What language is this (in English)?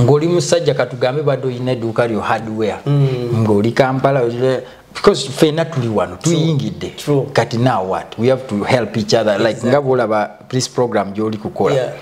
Ganda